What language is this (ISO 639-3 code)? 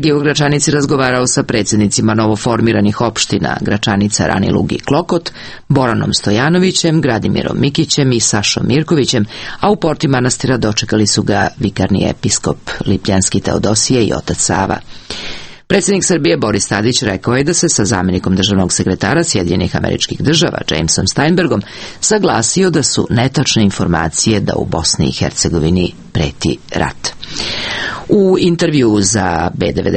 srp